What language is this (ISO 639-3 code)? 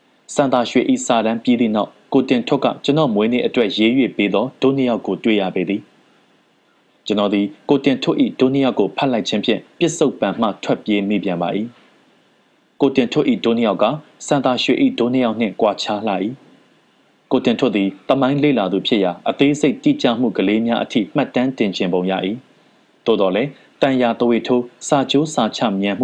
mya